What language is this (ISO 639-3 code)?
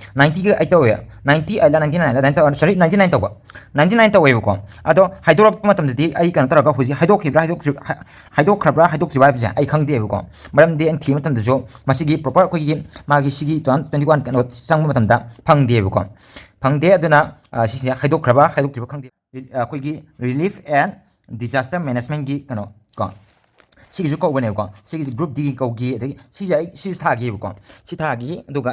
mni